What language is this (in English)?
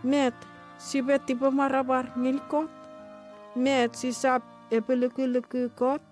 Chuukese